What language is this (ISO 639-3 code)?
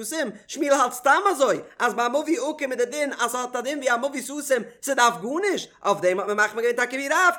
yid